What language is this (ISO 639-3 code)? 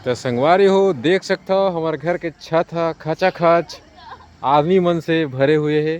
hne